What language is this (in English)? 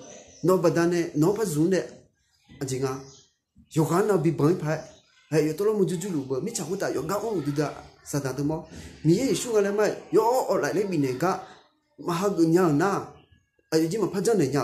Akha